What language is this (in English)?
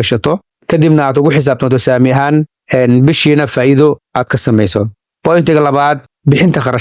Somali